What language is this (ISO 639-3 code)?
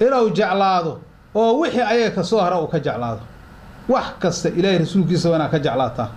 som